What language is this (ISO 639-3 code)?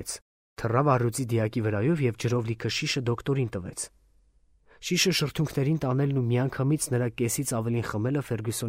hye